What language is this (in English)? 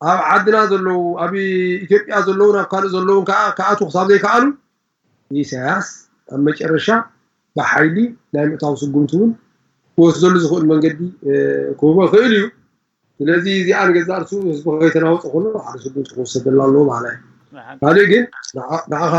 Tigrinya